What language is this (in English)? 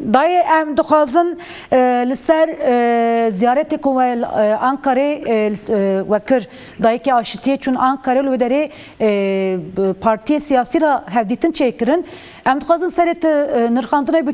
Kurdish